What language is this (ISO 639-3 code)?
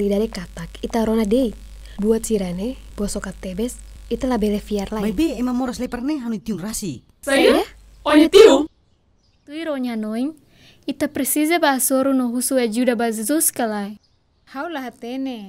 tet